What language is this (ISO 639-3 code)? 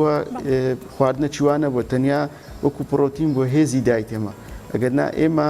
ckb